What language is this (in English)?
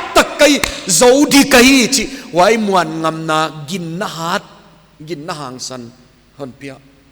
Paite Chin